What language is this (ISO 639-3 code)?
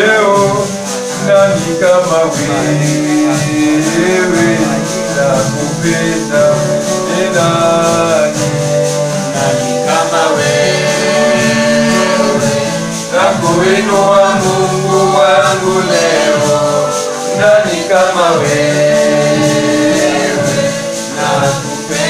swa